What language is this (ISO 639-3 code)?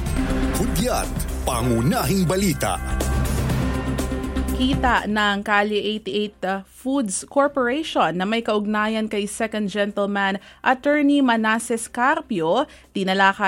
fil